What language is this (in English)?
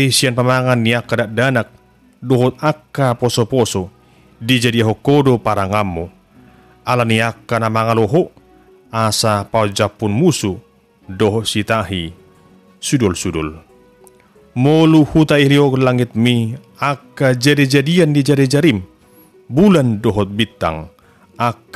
Batak Toba